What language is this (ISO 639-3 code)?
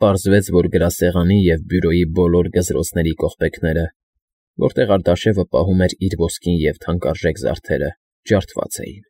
hye